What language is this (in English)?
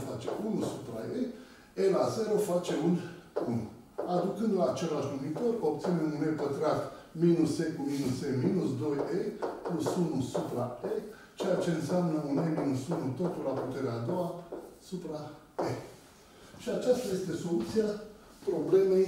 Romanian